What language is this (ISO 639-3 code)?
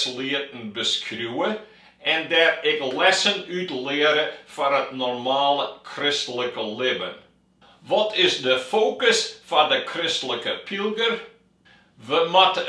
fry